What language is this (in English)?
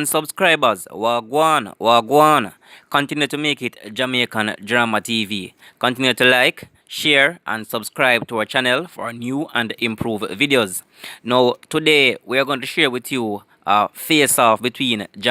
Jamaican Creole English